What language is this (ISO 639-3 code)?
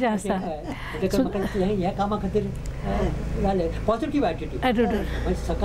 kok